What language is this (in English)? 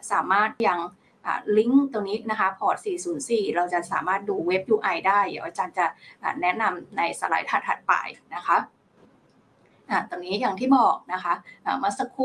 Thai